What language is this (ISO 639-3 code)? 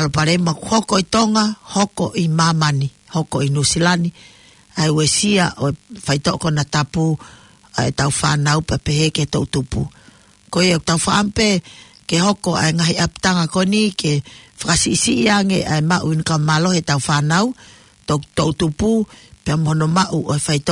ton